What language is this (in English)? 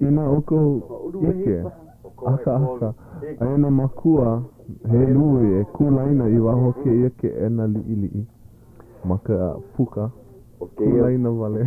Hawaiian